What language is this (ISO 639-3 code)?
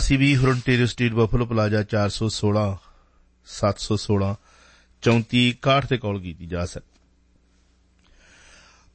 pan